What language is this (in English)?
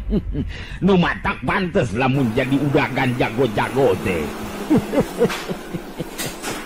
Sundanese